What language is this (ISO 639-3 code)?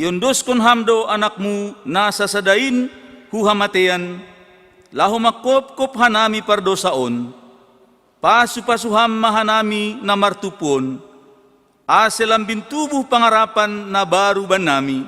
bts